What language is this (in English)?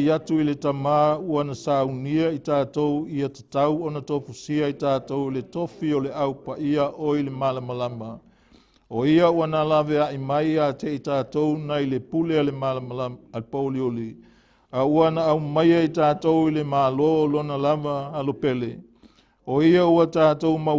Samoan